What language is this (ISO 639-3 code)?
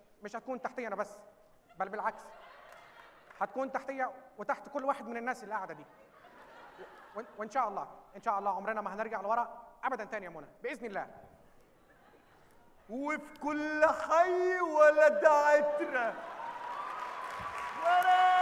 arz